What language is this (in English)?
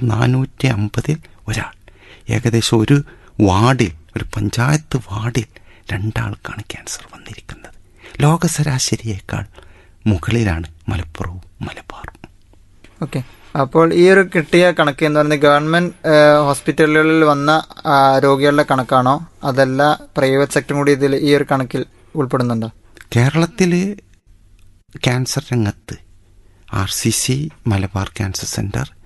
Malayalam